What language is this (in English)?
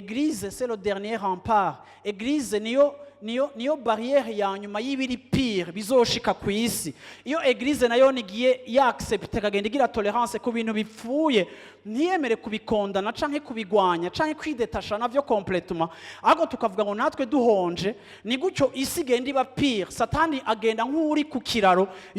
Rundi